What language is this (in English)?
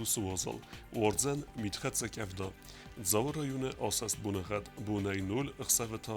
Ossetic